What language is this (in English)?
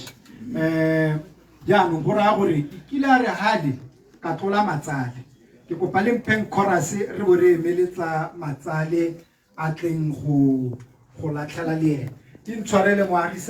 Tswana